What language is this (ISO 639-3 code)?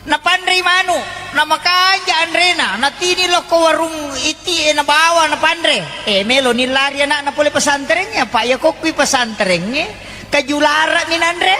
bug